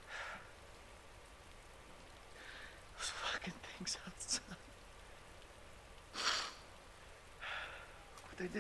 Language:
Portuguese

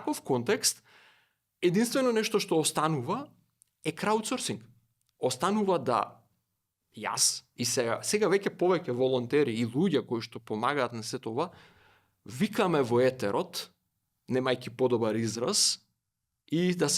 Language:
Macedonian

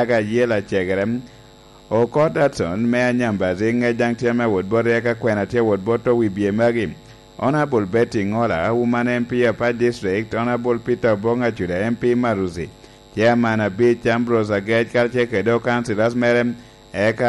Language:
Lango (Uganda)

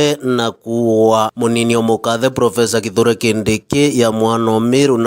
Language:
Meru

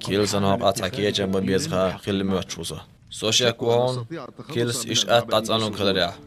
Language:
Chechen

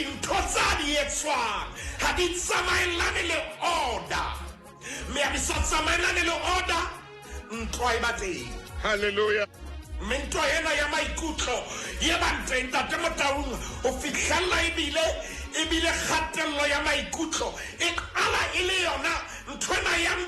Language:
Southern Sotho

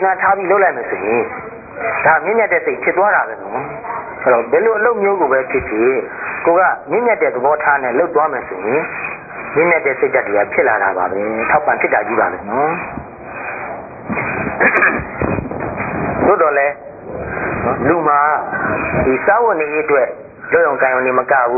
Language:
Burmese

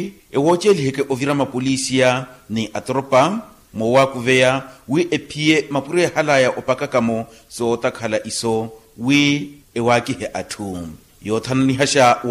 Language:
Makhuwa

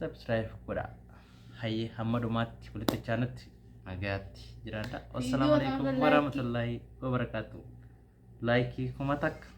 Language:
Oromo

